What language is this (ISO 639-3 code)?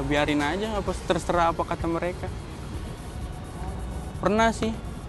ind